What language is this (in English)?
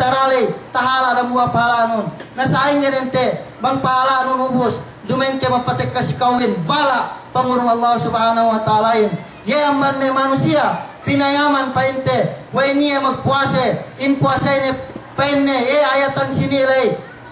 Yakan